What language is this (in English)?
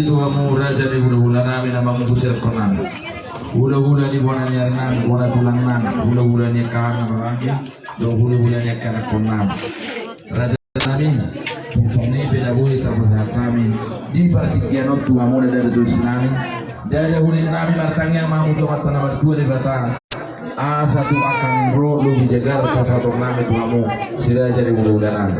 Batak Toba